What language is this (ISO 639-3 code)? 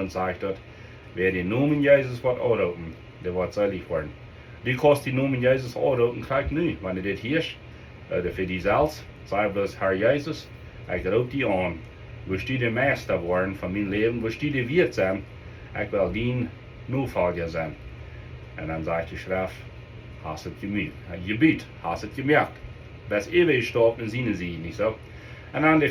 pdt